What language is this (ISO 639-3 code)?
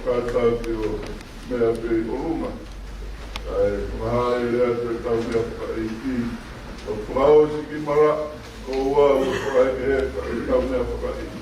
ton